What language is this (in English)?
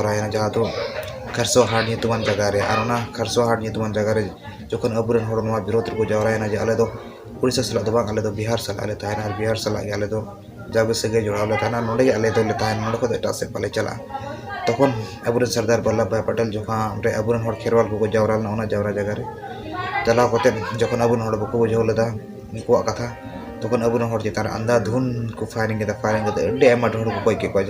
Santali